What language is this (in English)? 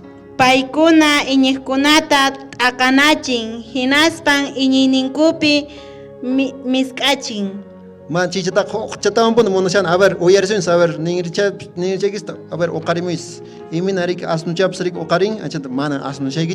Quechua